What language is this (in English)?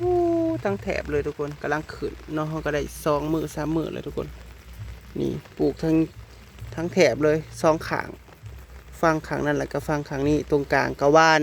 Northeastern Thai